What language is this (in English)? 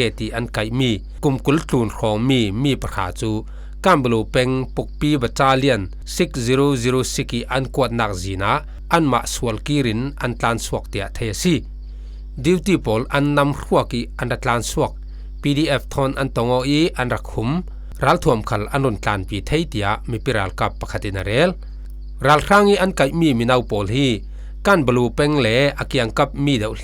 Falam Chin